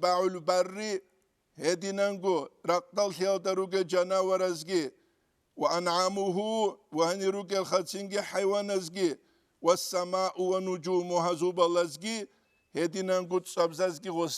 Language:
Avaric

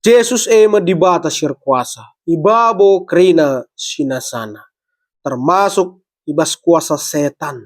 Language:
Batak Karo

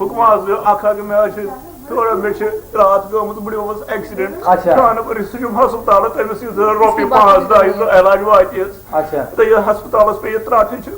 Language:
Kashmiri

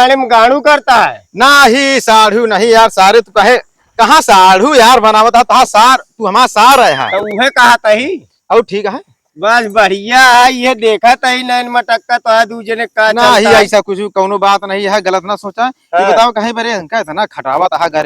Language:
Awadhi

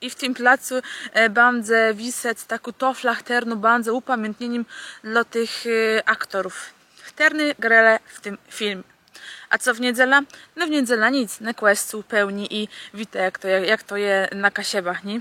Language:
Kashubian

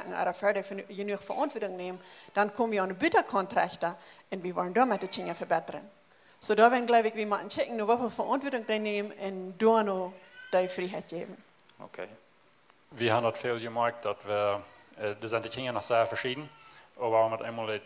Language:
Plautdietsch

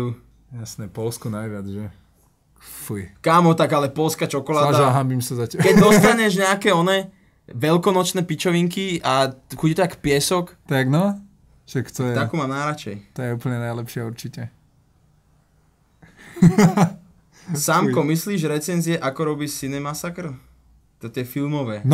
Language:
Slovak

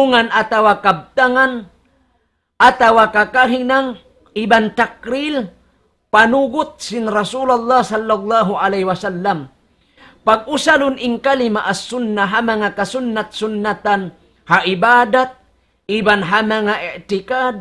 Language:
Tausug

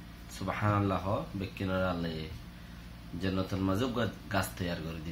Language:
Rohingya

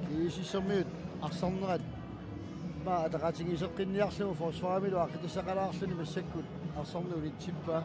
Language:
Kalaallisut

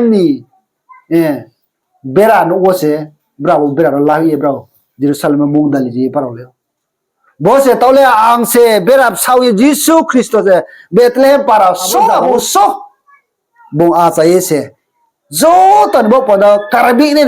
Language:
Riang (India)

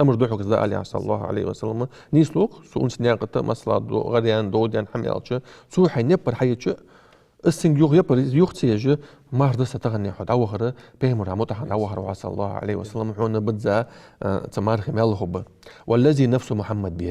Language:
Ingush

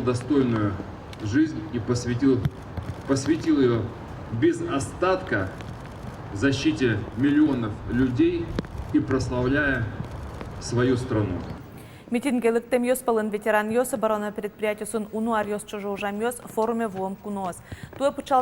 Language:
Udmurt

